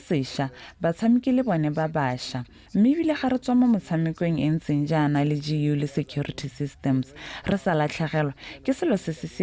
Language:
Tswana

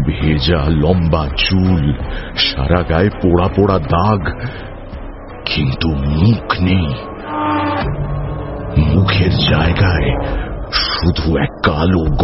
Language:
Bangla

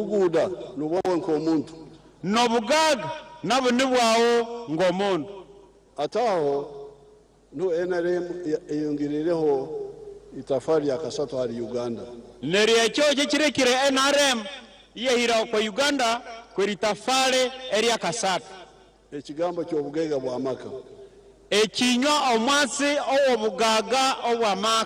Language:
Nyankole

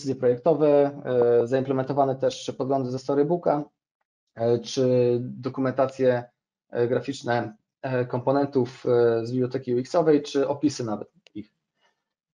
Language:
Polish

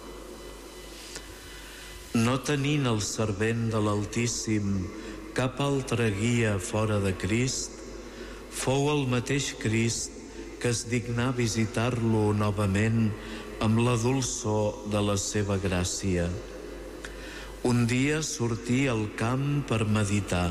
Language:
Catalan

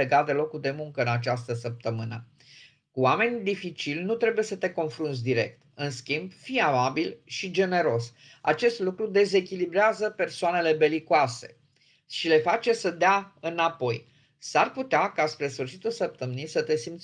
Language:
Romanian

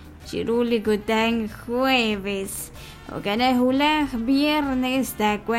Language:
Kekchí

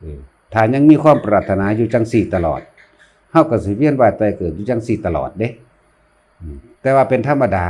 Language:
Lao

